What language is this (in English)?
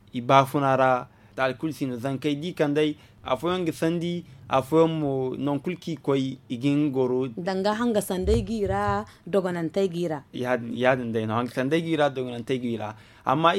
Zarma